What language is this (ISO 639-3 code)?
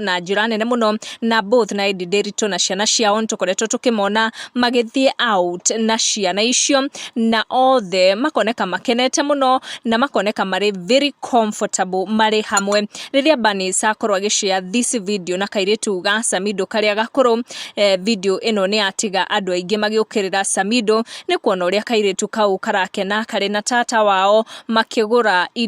kik